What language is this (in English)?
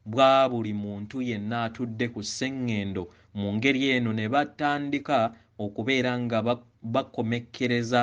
Ganda